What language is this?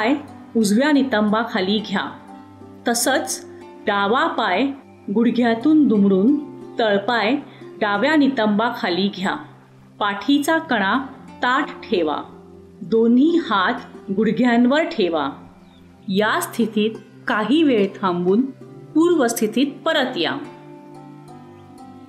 Marathi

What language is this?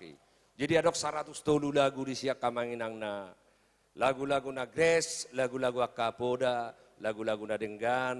Batak Toba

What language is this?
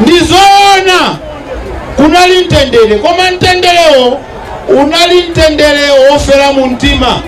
Nyanja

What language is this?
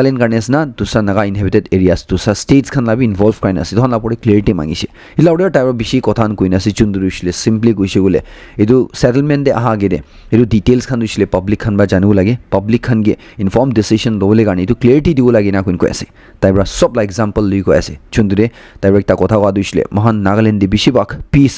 Naga Pidgin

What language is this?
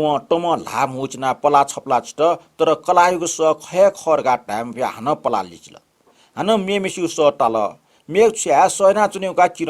Newari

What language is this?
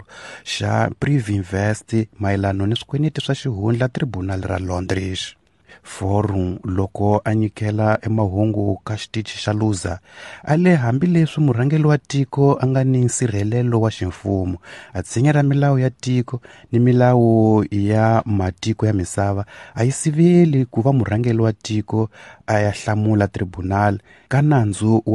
Tsonga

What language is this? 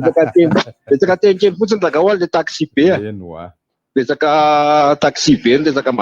Malagasy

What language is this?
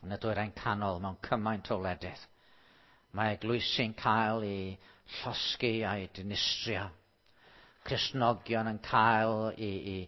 Welsh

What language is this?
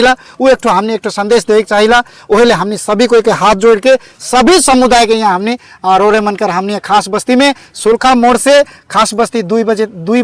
Sadri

